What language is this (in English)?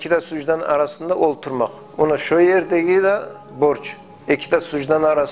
Kumyk